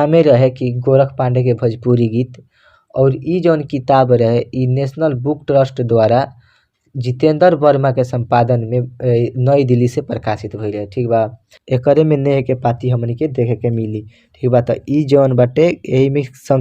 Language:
Bhojpuri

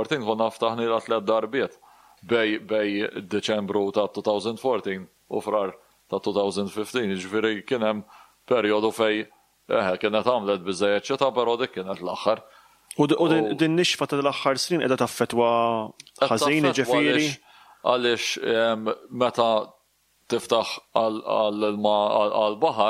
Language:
Maltese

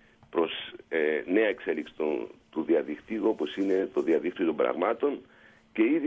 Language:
Greek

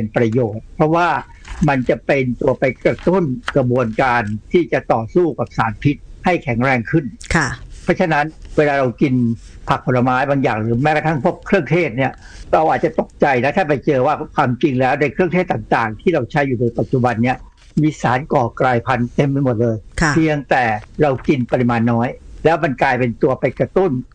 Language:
Thai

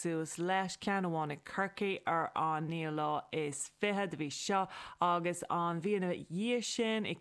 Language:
Irish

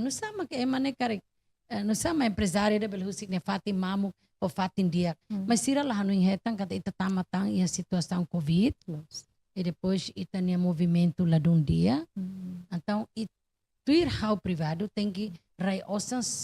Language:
Tetum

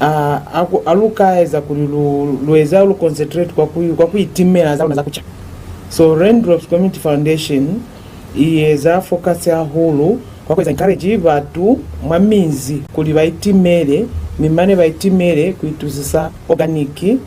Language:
Lozi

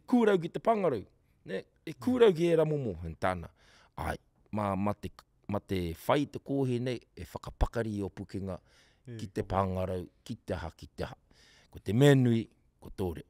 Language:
Māori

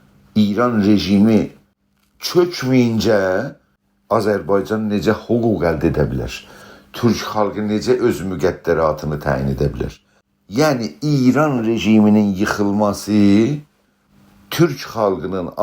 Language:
South Azerbaijani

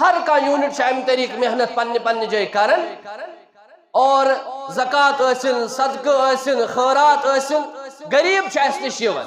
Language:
Kashmiri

